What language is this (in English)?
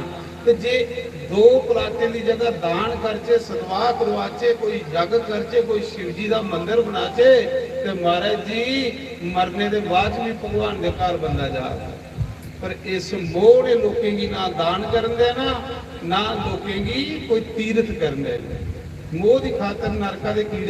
Dogri